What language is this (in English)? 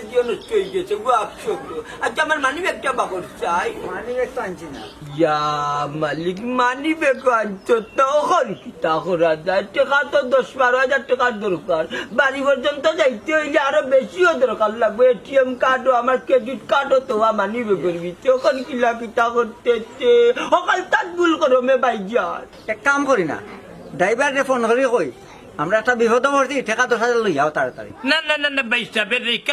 Sylheti